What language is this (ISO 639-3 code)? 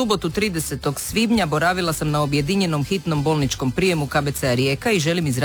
hrv